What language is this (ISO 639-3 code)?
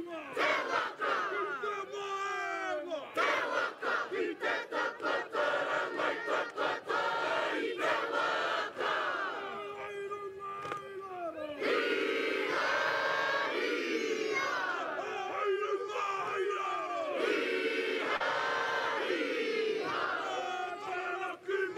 mri